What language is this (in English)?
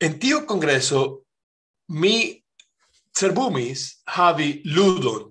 Esperanto